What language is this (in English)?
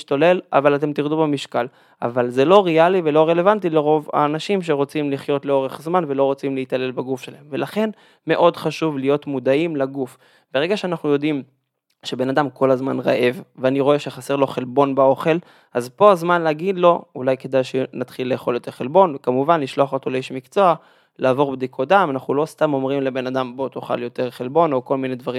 Hebrew